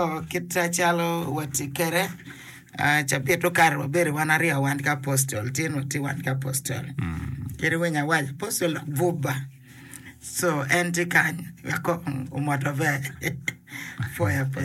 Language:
Acoli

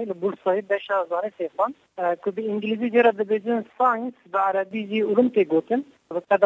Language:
Kurdish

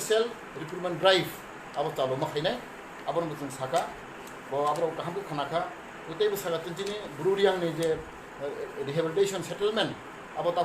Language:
Riang (India)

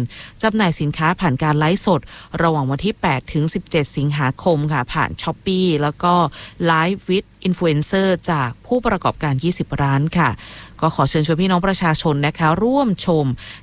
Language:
Thai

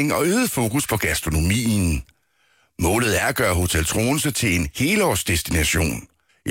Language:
Danish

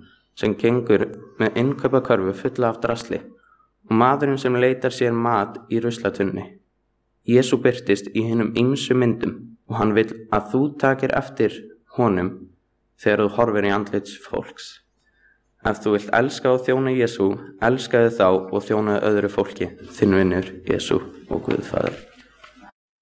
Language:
Icelandic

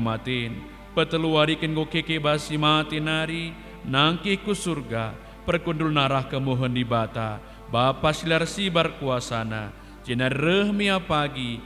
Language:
Batak Karo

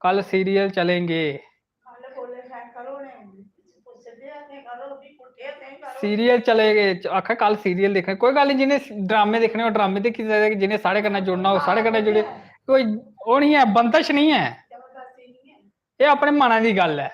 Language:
Dogri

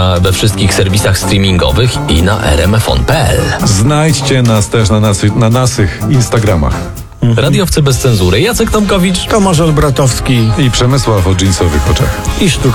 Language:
Polish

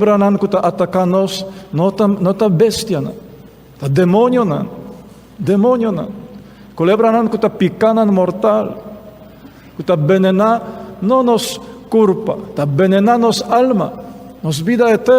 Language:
Papiamento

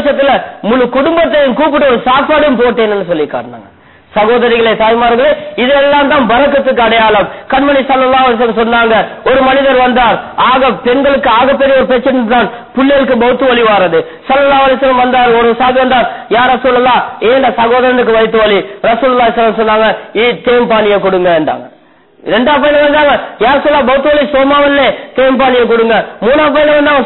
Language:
Tamil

